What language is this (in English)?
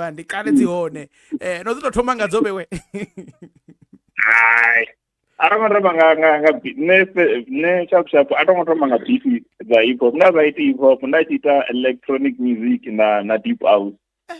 Venda